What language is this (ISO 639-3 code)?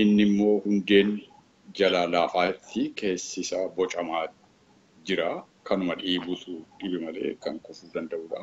orm